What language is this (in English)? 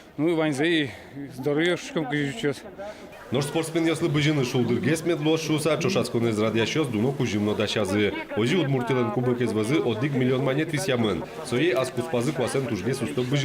Udmurt